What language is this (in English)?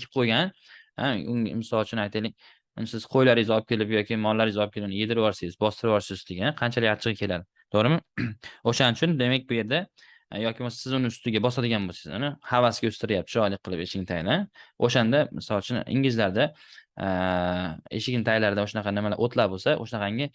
Uzbek